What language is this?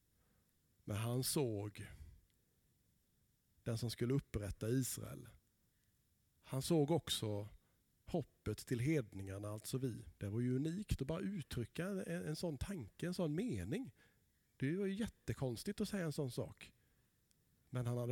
Swedish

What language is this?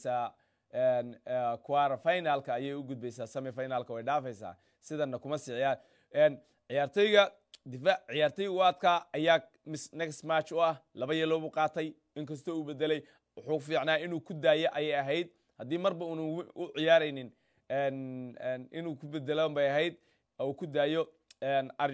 Somali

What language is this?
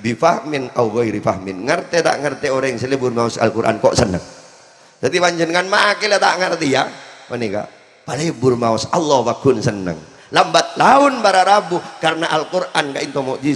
Madurese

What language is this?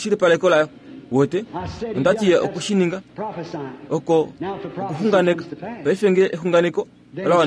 Kuanyama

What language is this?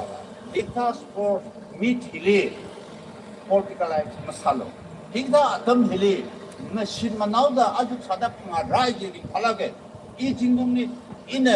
Tangkhul Naga (India)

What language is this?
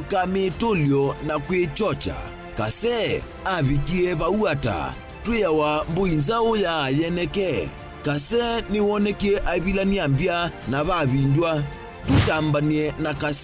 Kamba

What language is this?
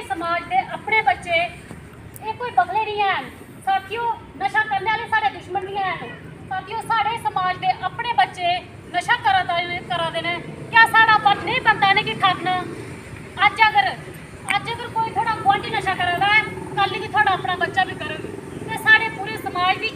Dogri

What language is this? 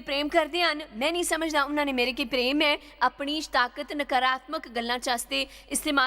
Dogri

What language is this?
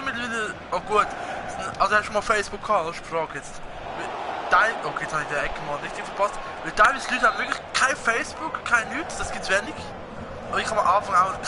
Swiss German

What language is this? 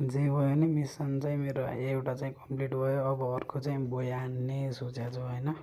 Nepali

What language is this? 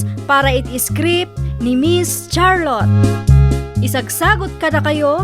Iloko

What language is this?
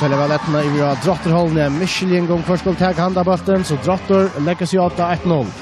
Faroese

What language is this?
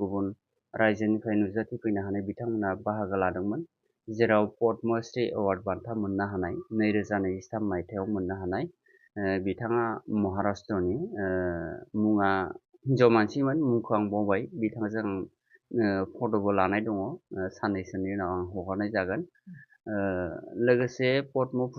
Bodo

